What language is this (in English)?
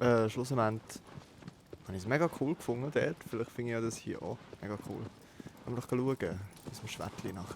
Swiss German